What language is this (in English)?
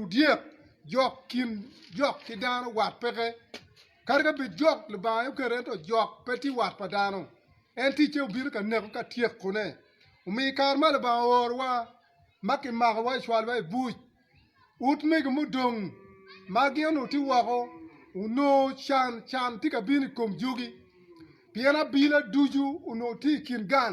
Acoli